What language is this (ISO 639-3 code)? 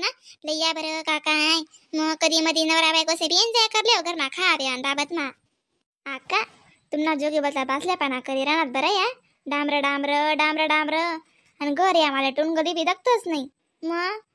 khn